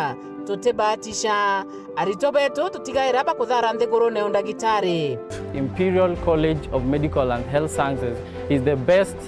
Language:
Meru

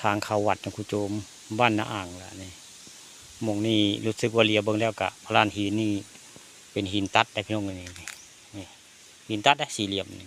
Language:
Northeastern Thai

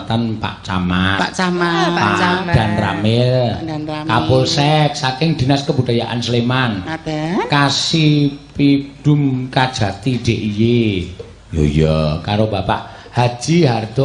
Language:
Javanese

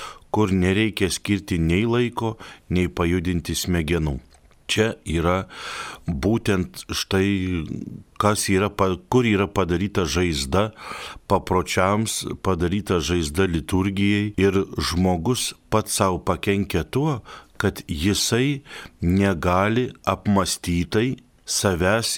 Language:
Lithuanian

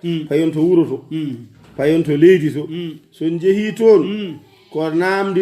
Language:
Fula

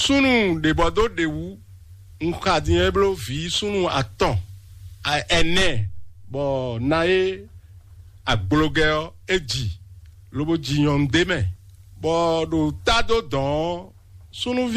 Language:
Fon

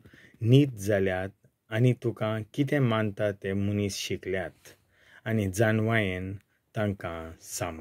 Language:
Konkani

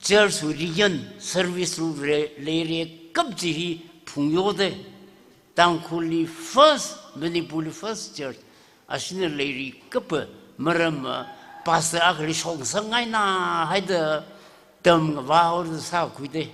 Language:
Tangkhul Naga (India)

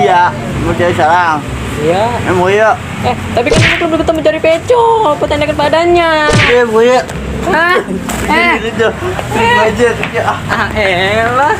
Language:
Betawi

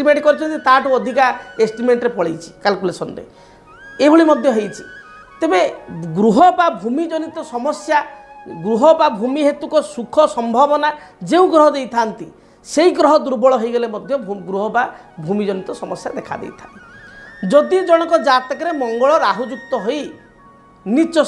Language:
Odia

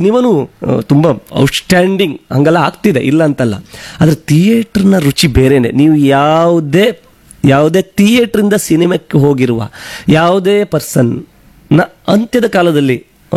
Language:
Kannada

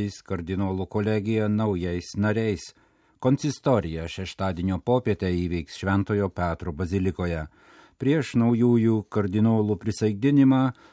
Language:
Lithuanian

